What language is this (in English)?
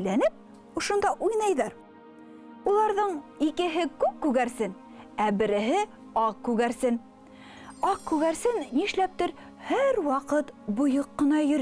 Bashkir